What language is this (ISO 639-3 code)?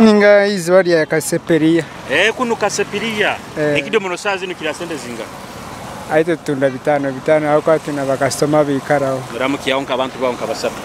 nyo